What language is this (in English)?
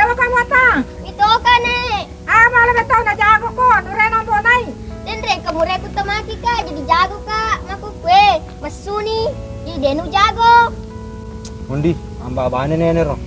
Buginese